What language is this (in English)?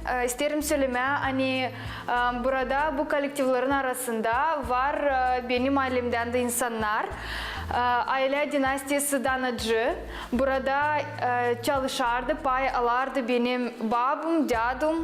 Gagauz